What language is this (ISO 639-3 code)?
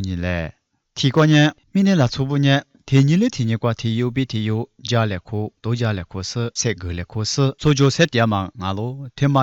lis